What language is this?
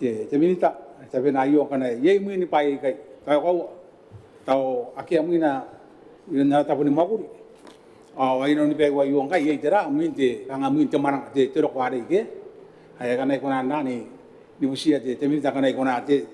Gilbertese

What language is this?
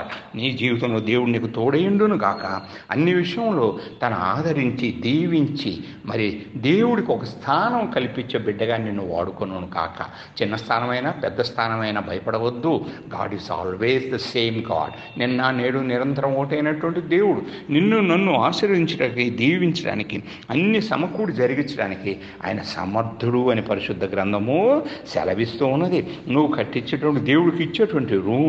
Telugu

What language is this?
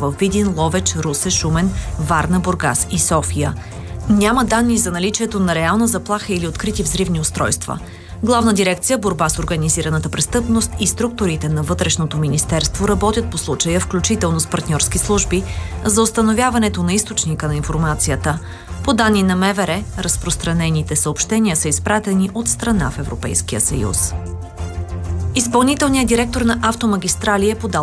Bulgarian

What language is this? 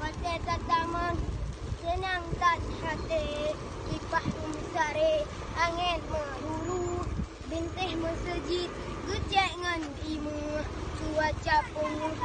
Achinese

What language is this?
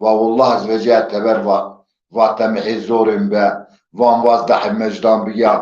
Zaza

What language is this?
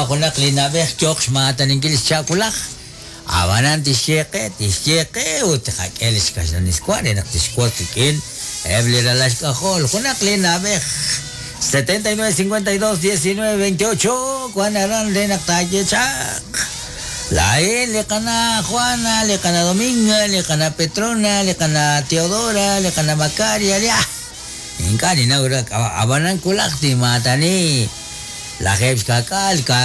Kekchí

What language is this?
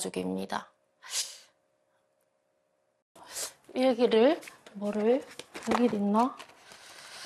Korean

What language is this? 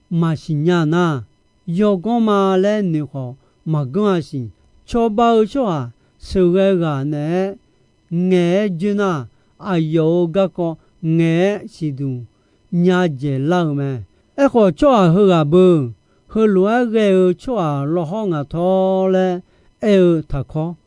Akha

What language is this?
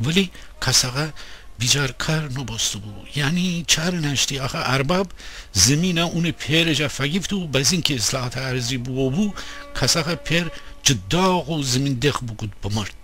Gilaki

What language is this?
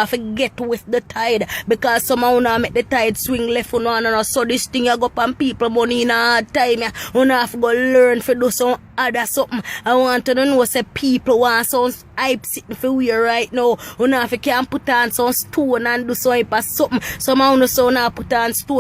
Jamaican Creole English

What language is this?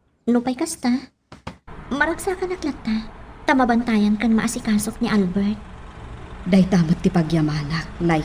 Iloko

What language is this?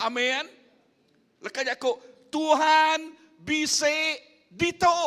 Iban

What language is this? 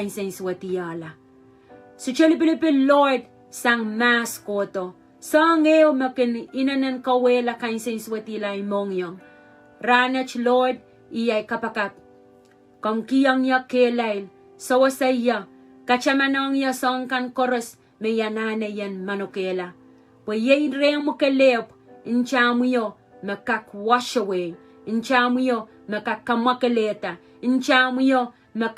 Pohnpeian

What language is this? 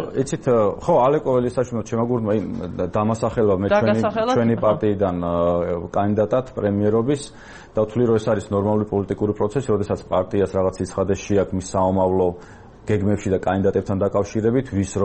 Georgian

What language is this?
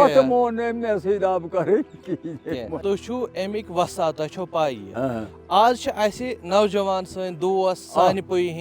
Kashmiri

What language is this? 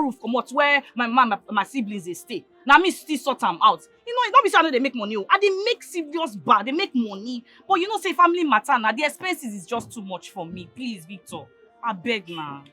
Nigerian Pidgin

